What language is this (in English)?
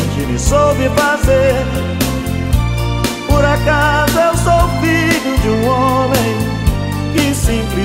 Portuguese